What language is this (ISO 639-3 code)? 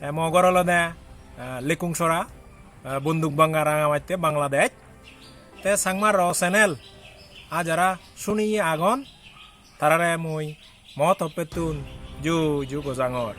ccp